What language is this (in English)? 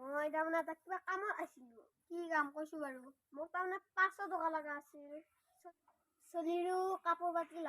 Assamese